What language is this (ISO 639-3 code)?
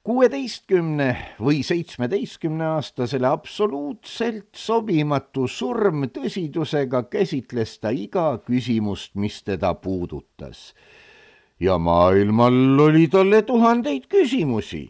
est